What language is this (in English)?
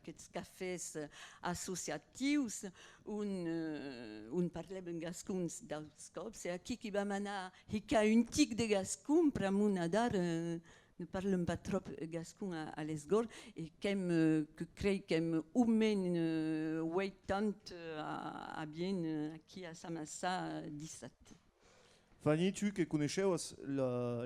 Occitan